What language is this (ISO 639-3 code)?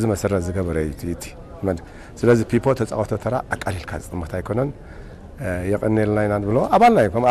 tir